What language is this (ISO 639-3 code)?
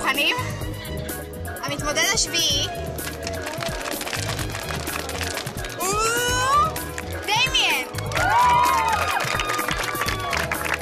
heb